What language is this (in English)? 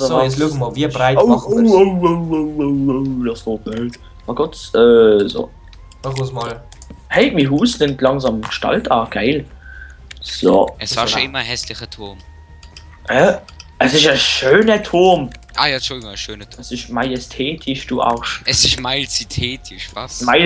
Swiss German